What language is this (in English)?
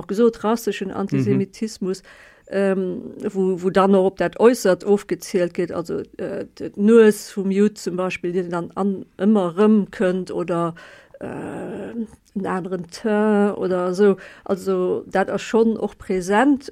Luxembourgish